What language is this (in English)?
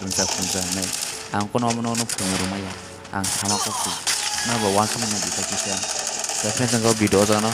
Kok Borok